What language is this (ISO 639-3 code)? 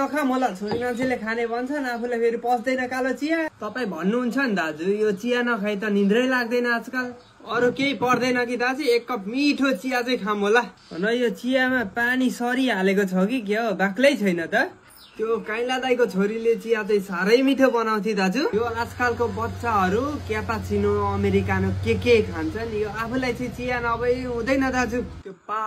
nep